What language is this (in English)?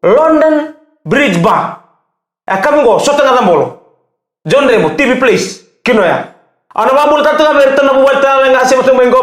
Fijian